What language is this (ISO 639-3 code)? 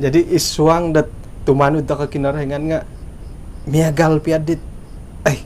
dtp